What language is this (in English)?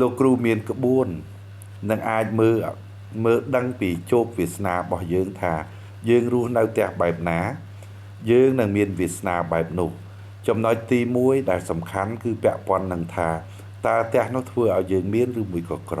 Khmer